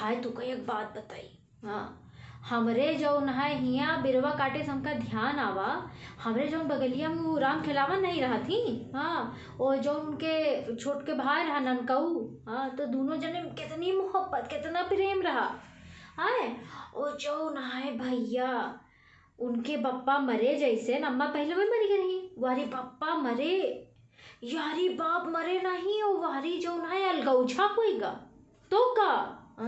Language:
Awadhi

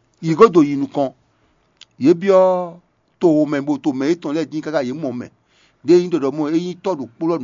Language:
Fon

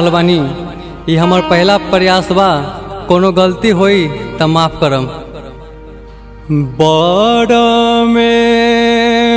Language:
Bhojpuri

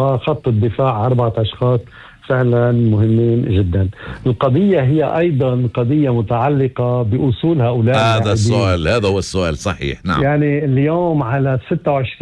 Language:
North Levantine Arabic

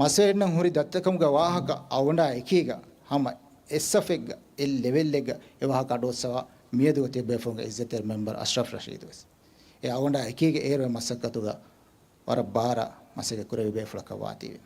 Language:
Divehi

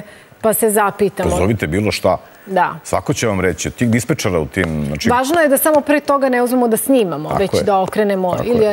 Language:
Serbian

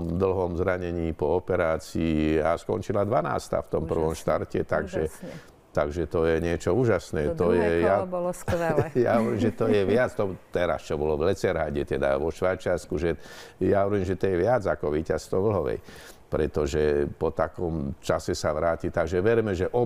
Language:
Slovak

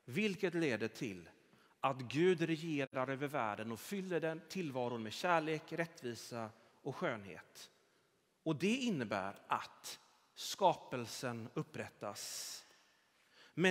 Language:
Swedish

